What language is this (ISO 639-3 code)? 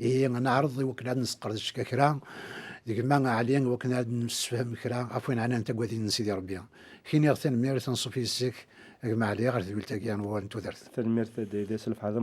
kab